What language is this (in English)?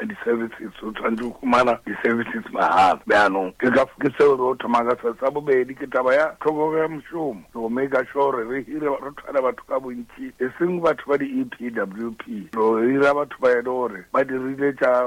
Northern Sotho